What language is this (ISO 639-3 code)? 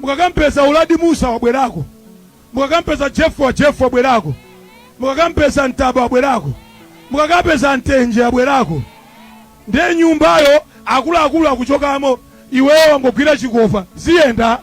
nya